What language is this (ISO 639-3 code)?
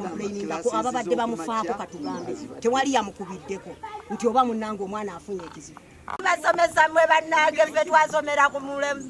lug